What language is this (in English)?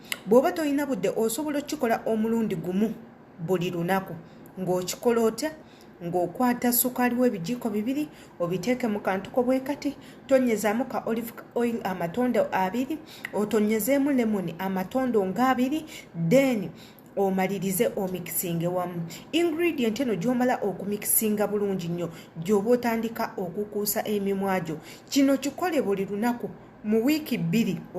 Ganda